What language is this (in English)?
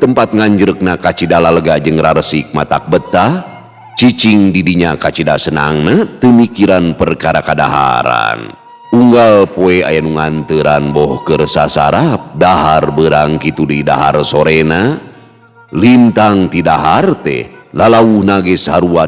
Sundanese